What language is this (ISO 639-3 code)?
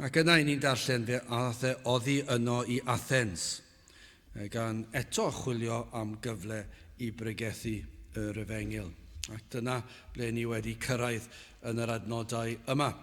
cym